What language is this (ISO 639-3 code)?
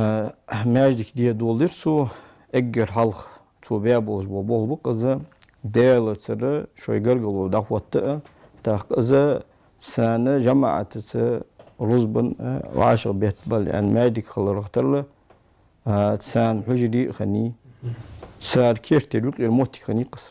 inh